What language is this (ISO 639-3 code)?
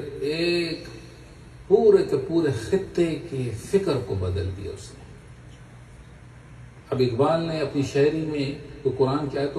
urd